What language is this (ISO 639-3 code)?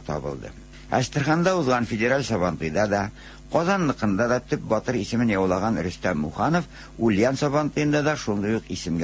tat